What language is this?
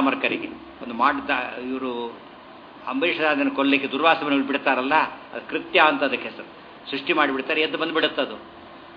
Kannada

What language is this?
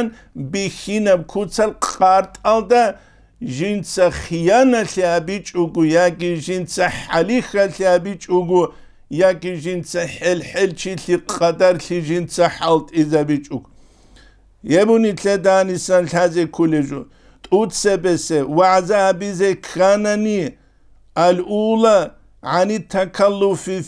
Avaric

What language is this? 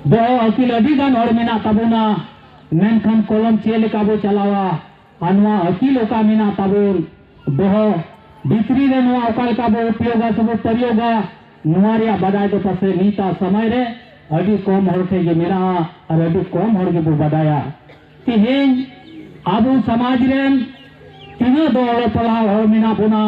Santali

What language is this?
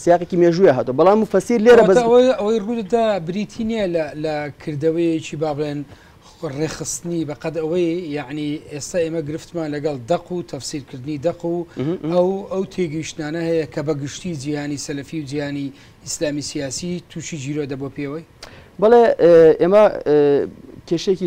Central Kurdish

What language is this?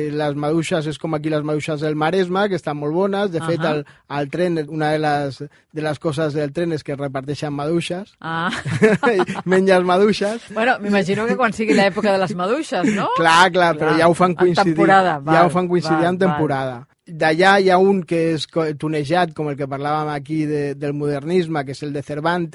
Catalan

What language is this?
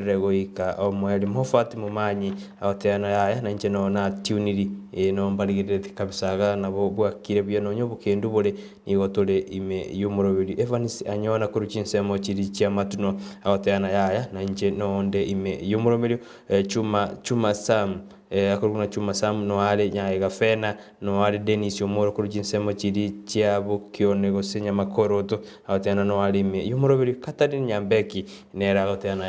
Gusii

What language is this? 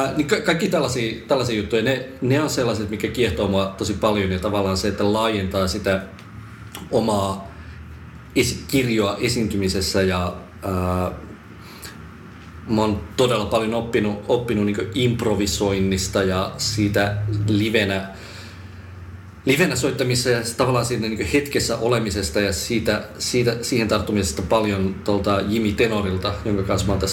Finnish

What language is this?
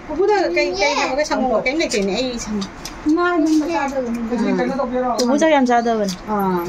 Manipuri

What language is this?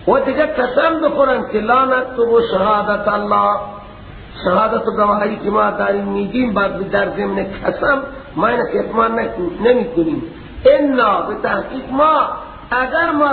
Persian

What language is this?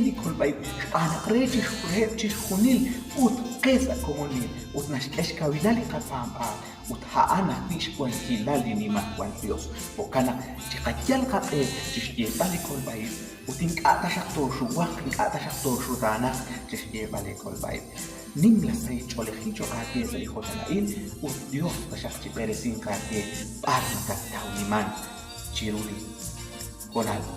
Kekchí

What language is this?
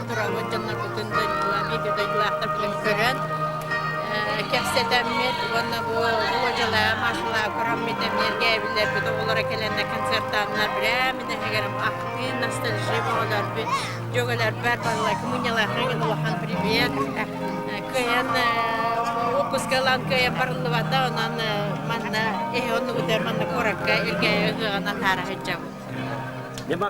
Yakut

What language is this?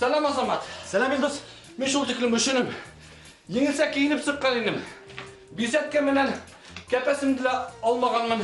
Bashkir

